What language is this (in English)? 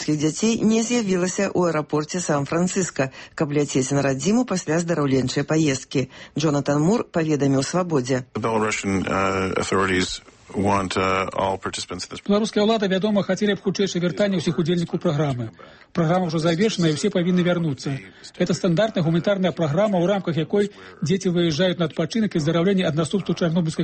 Belarusian